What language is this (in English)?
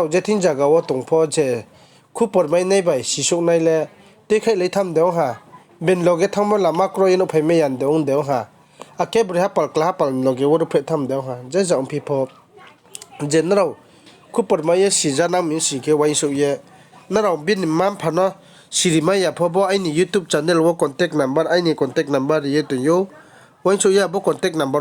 Riang (India)